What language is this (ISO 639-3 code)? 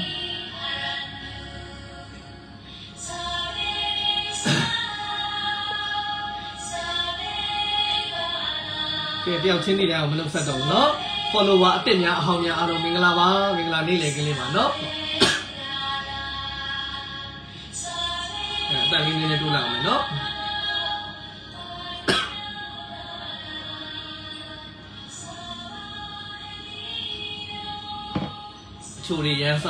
mya